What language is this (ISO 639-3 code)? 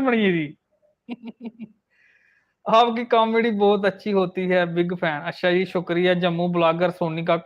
doi